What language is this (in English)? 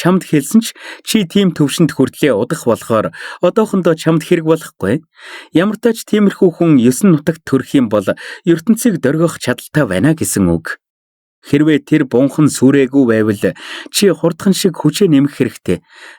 Mongolian